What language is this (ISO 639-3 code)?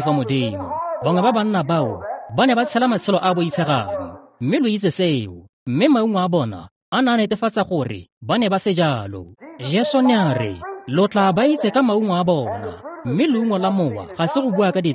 tsn